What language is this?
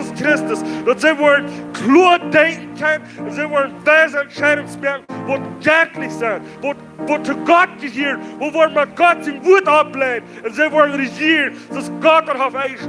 Plautdietsch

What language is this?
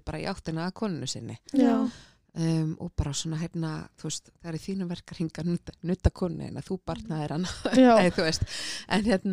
Icelandic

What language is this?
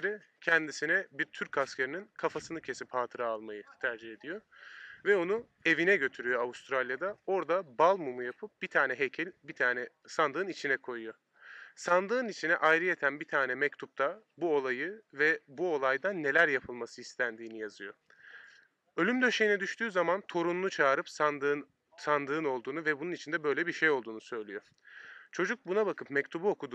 Turkish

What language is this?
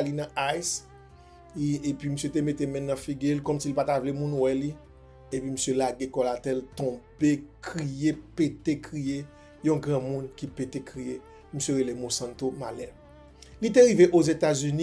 Haitian Creole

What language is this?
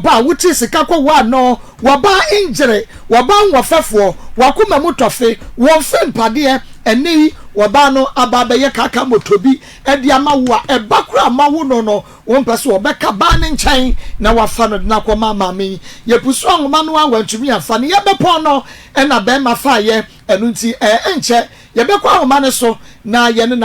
Akan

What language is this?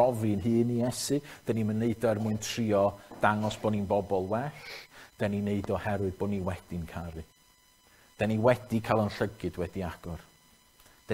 Welsh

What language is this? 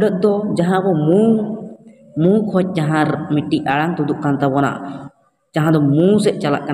Santali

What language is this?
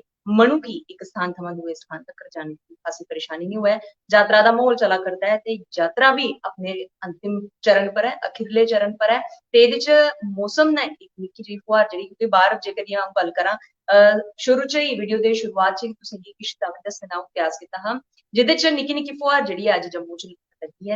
Dogri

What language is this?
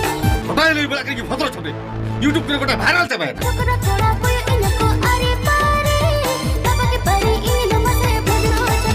Santali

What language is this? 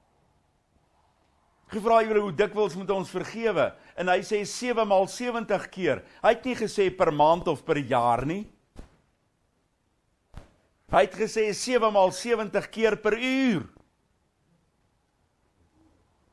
Afrikaans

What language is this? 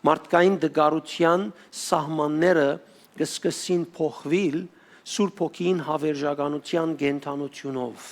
Western Armenian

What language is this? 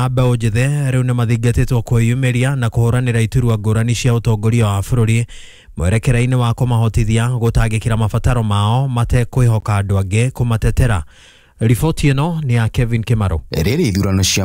Kikuyu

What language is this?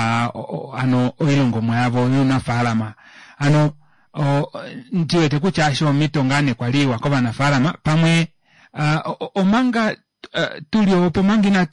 Kuanyama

